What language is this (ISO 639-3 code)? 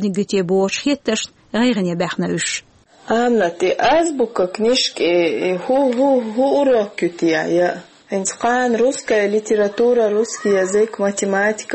che